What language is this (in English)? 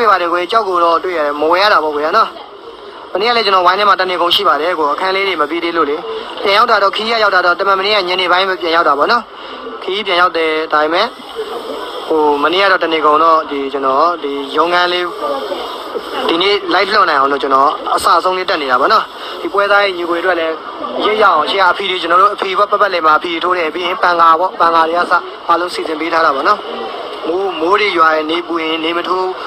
Burmese